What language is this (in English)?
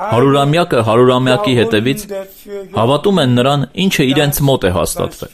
Armenian